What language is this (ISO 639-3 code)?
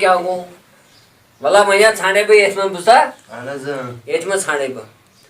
kas